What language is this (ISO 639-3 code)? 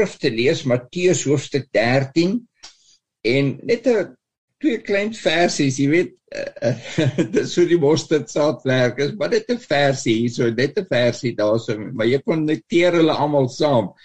afr